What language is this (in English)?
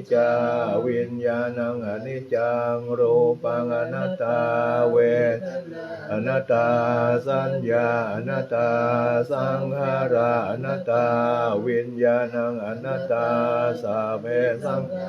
Pali